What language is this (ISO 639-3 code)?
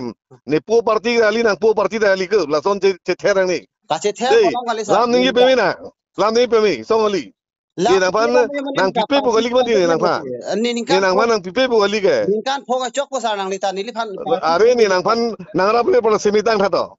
mjw